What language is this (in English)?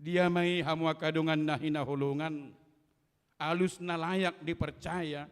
Batak Toba